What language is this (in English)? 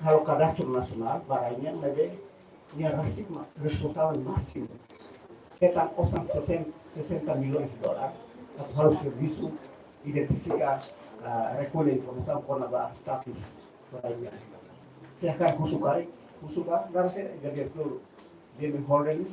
Tetum